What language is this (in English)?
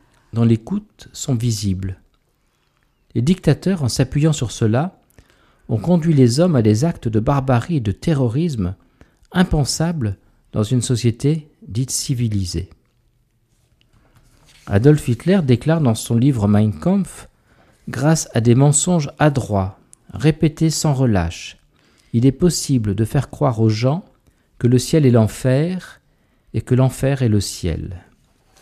French